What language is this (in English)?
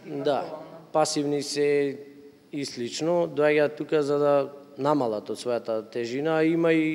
Macedonian